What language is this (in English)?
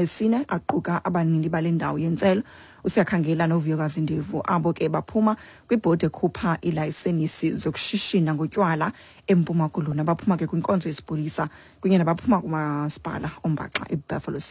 Xhosa